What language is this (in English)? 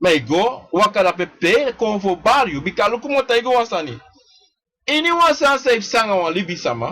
Sranan Tongo